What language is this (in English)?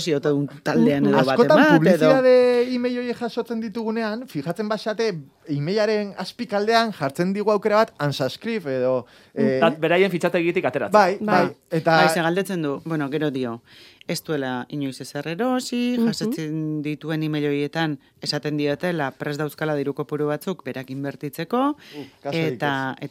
Basque